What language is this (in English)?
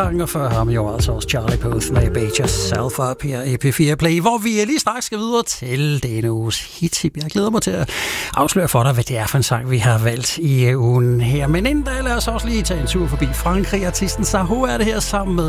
Danish